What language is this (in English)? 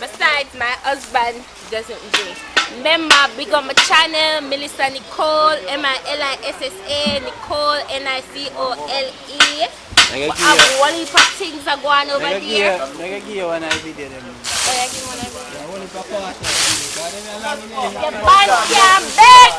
Jamaican Creole English